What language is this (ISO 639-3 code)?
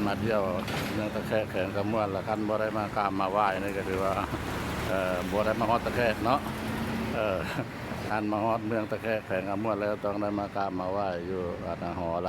lao